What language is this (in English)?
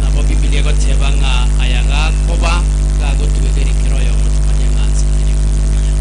Gusii